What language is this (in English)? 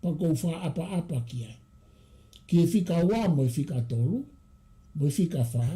Tongan